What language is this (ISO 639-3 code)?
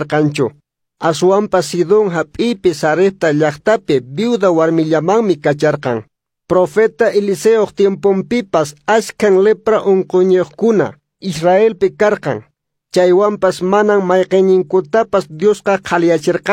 que